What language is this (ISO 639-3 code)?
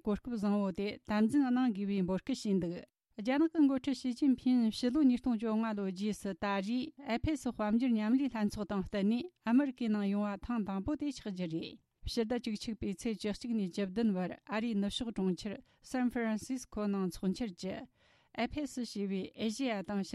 bod